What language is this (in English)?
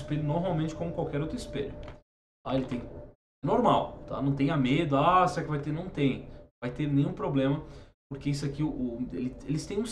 Portuguese